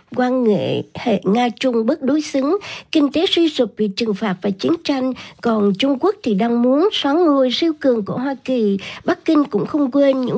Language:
Vietnamese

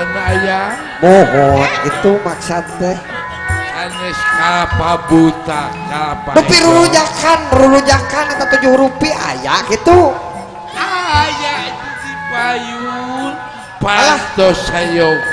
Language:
Sundanese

